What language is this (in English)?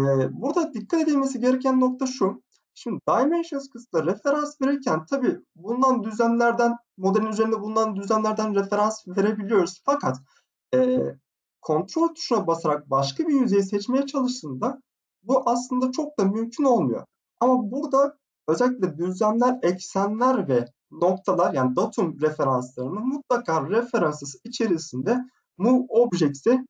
Turkish